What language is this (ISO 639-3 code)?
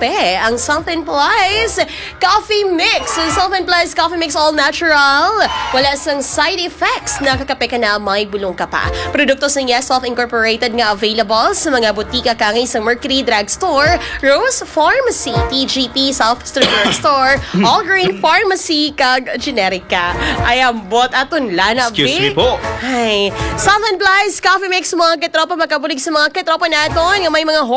hil